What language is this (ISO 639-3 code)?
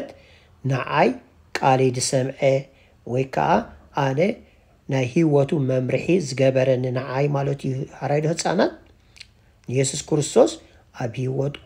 tir